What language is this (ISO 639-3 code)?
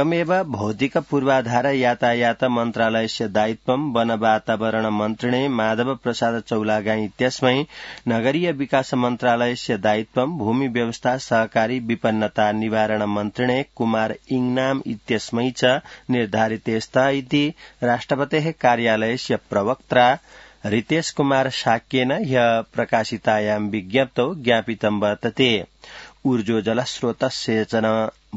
san